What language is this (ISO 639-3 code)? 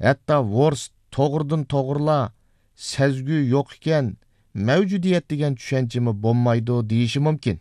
uig